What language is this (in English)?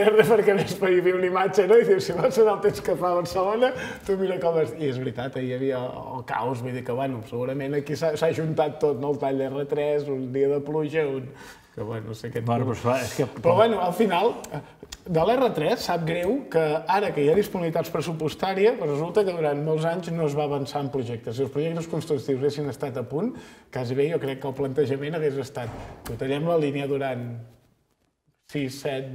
Catalan